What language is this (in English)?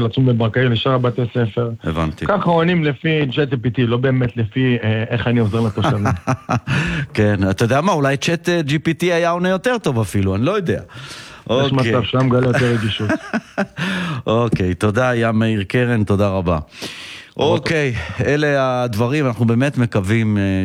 Hebrew